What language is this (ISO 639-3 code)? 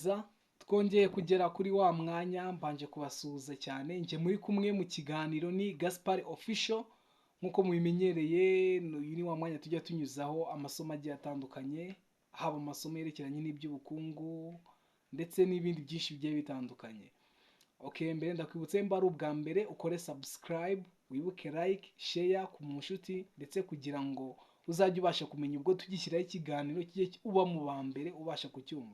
kin